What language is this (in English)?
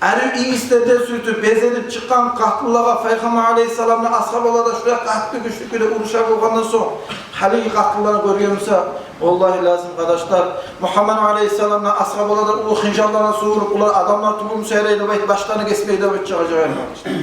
Kumyk